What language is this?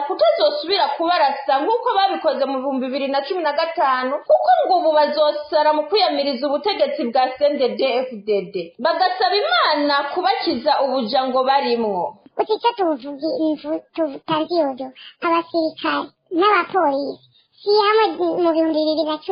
Rundi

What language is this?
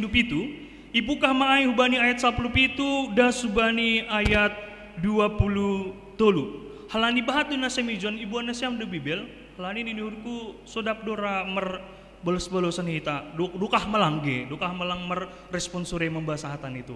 Batak Simalungun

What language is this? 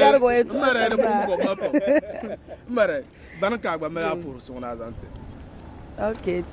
Dagbani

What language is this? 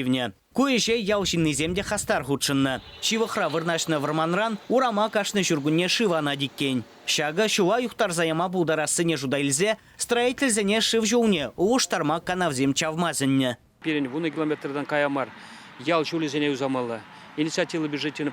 Chuvash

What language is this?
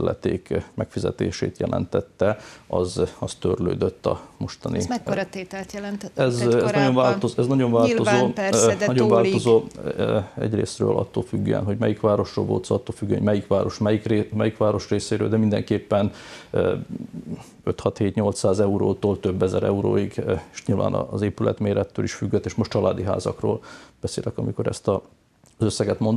Hungarian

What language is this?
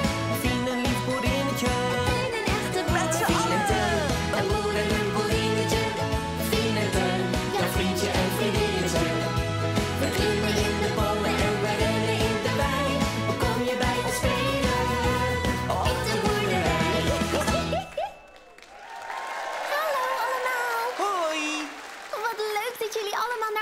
Dutch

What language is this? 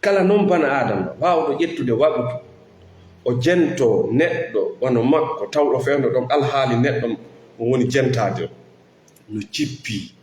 Fula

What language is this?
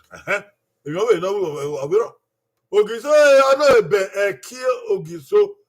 Bini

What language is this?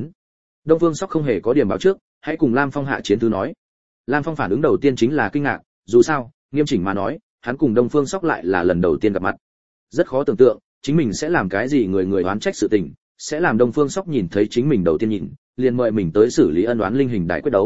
Vietnamese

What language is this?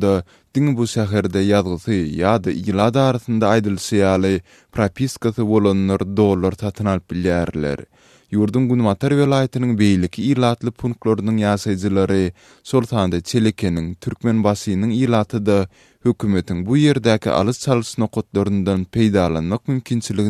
Turkmen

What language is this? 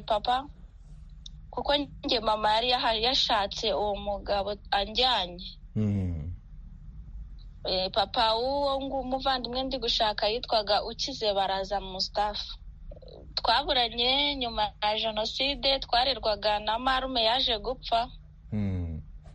Kinyarwanda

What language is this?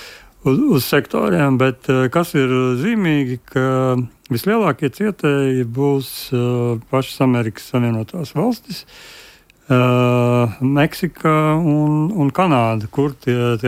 Latvian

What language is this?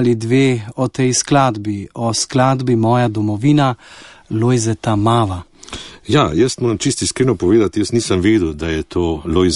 Slovenian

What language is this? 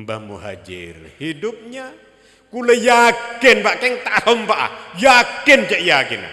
Madurese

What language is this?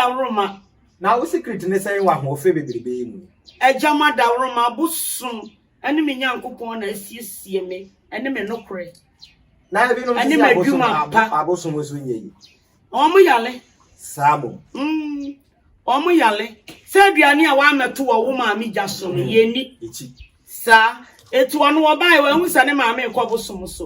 Akan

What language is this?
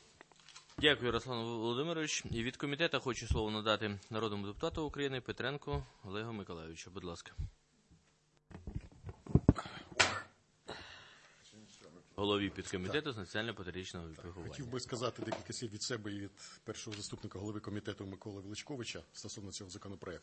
Ukrainian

